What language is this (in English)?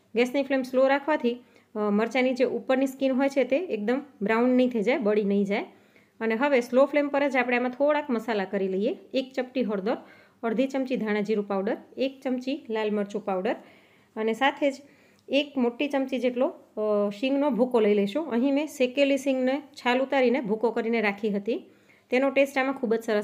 Gujarati